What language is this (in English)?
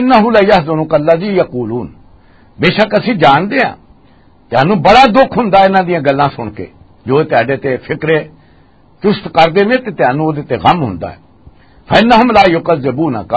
Western Panjabi